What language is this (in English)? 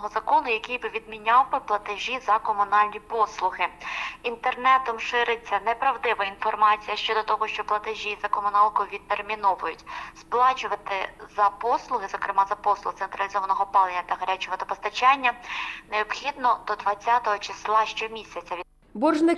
Ukrainian